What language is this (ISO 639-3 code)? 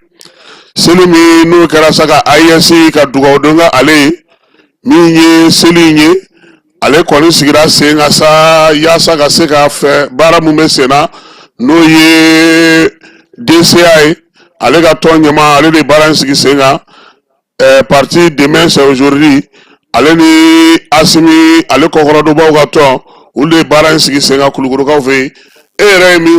bam